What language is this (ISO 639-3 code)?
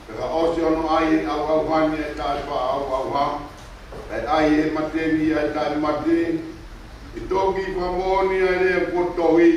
ton